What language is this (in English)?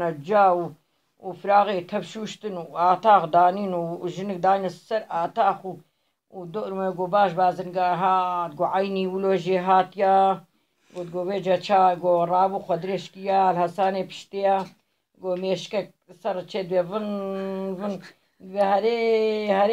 Kurdish